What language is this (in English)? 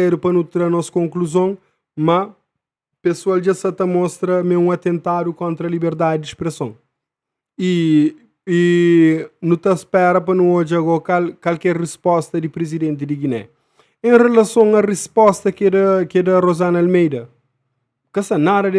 Kabuverdianu